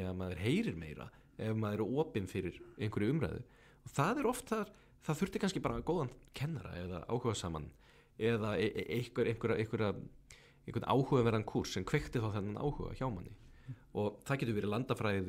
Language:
Icelandic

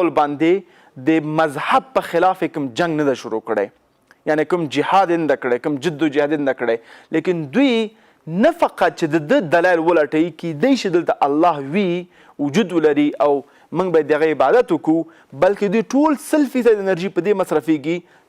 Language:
Pashto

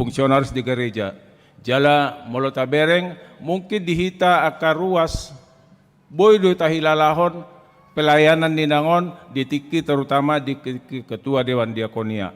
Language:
Batak Toba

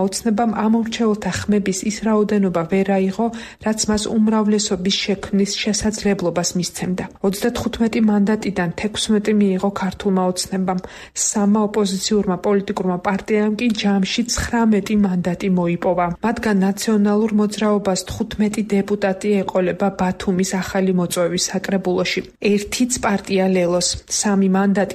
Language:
Georgian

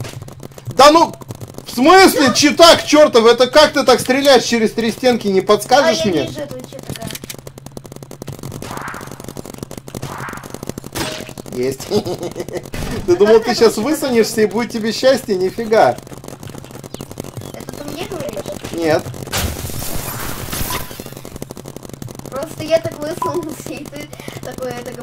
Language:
Russian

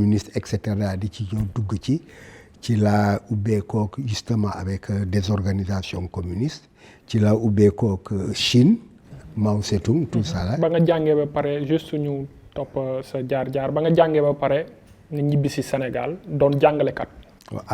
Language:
Wolof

